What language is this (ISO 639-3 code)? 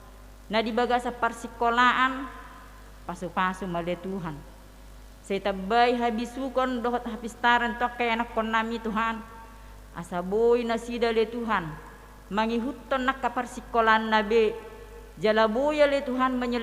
bbc